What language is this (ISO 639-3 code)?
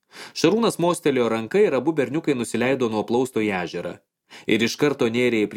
lit